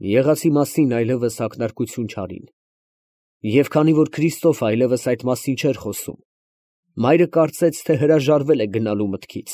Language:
Armenian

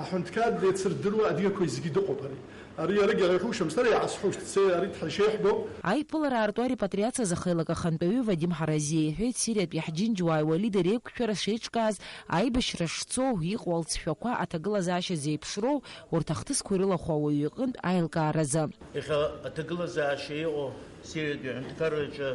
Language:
Abkhazian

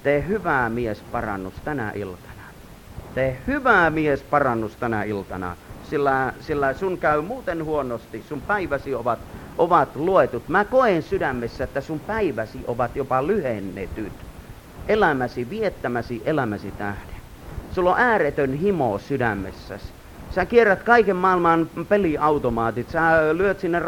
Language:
Finnish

